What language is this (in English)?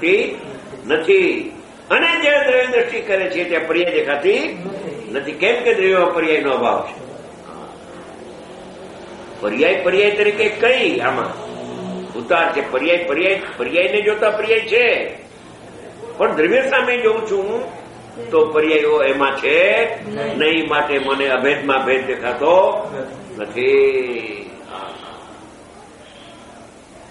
Gujarati